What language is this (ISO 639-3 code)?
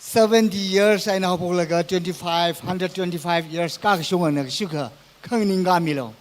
nmf